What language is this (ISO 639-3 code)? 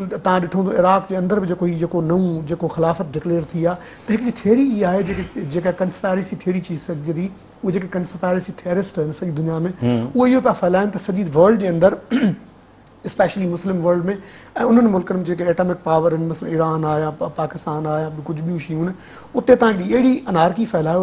snd